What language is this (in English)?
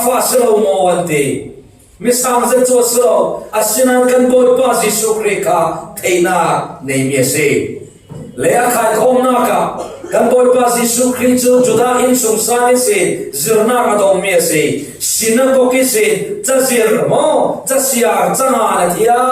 Falam Chin